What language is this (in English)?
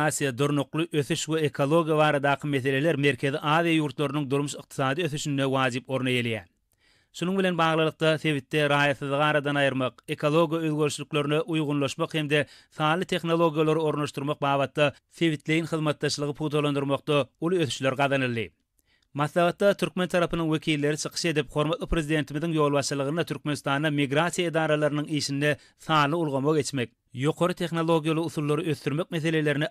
Turkmen